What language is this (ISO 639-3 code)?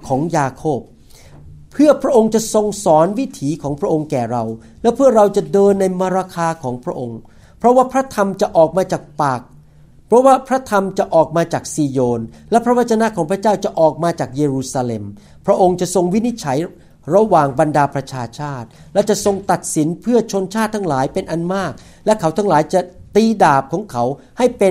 tha